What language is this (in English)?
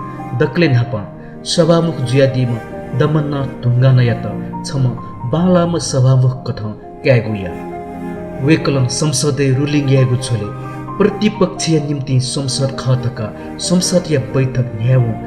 Newari